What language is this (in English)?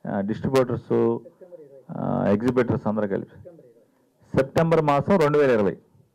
Telugu